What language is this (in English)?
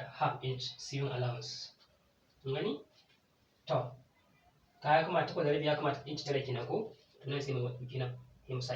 Hausa